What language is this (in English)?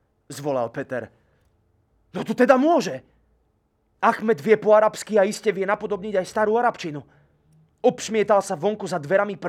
Slovak